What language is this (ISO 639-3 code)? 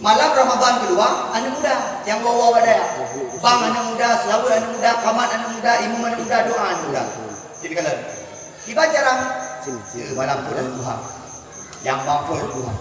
ace